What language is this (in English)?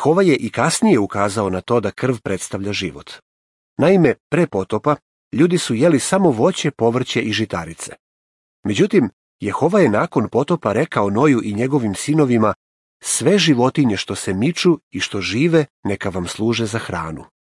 Serbian